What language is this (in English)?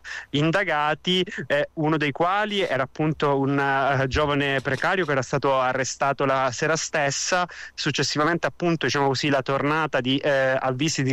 Italian